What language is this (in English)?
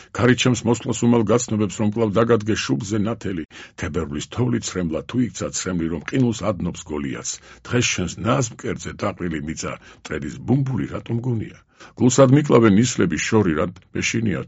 Georgian